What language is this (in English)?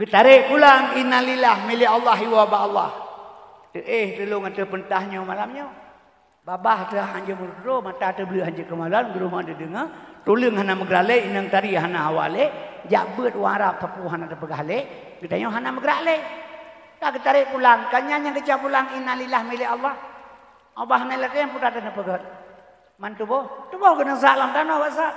Achinese